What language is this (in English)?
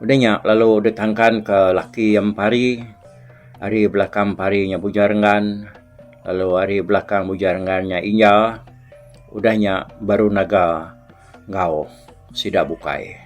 Iban